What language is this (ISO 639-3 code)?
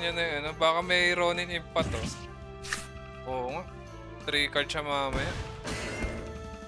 fil